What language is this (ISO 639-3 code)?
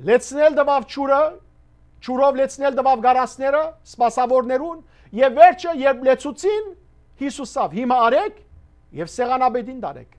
hyw